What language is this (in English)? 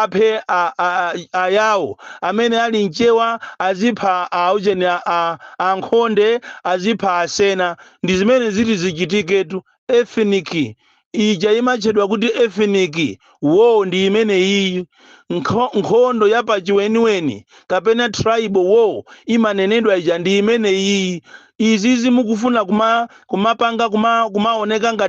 Nyanja